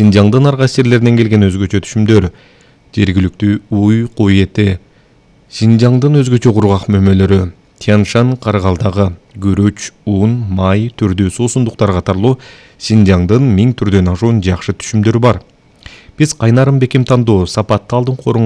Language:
Kyrgyz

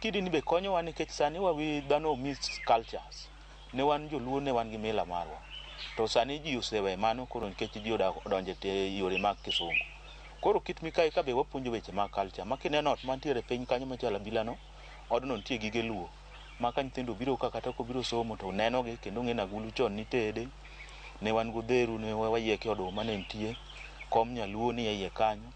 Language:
Luo (Kenya and Tanzania)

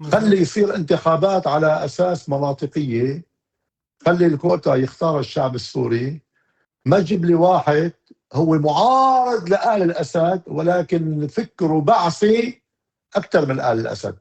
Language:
North Levantine Arabic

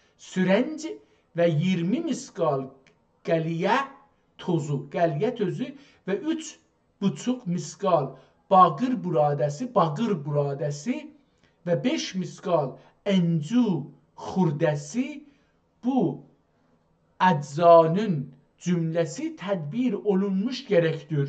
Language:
South Azerbaijani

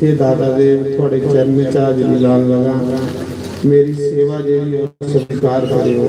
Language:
Dogri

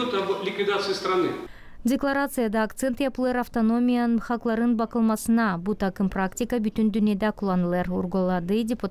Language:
Gagauz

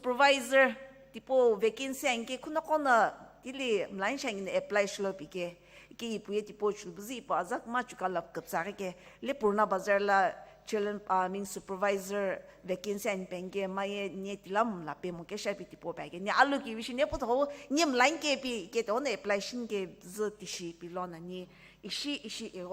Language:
Sumi Naga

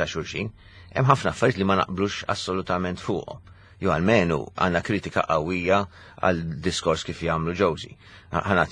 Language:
Maltese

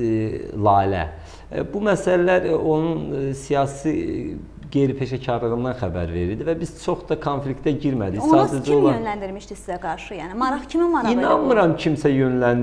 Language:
Azerbaijani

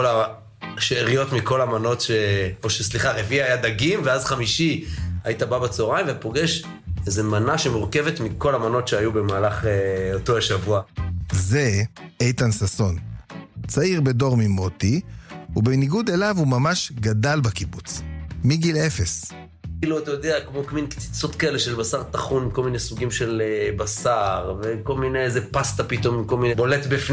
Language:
Hebrew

